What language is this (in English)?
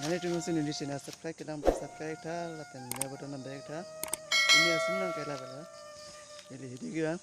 Karbi